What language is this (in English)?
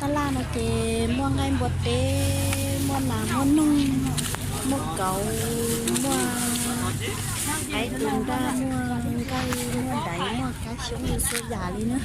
Hmong